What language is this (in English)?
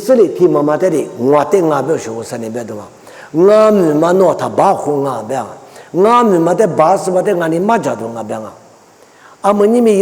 Lisu